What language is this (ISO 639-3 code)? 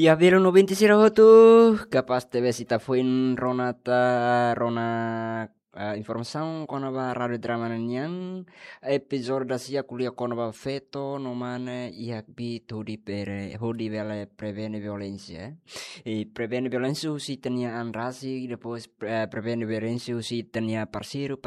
tet